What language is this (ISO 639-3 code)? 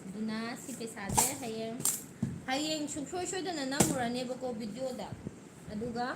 mni